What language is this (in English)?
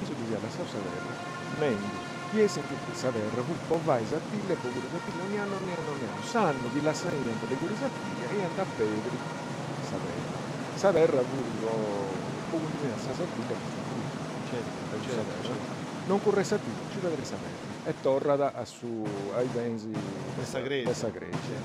Sardinian